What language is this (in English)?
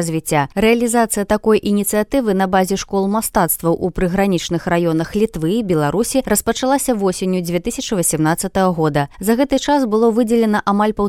Belarusian